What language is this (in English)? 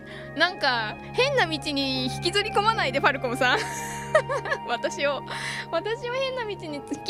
Japanese